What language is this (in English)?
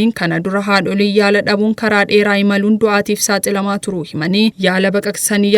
Oromo